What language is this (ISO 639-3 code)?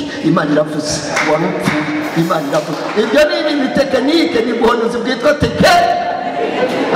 kin